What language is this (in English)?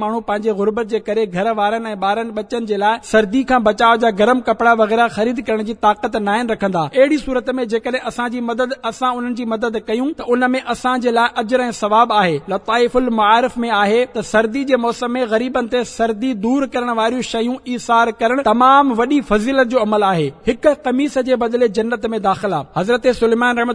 Sindhi